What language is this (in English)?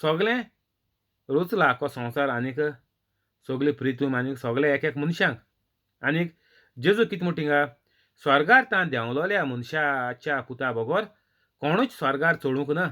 Konkani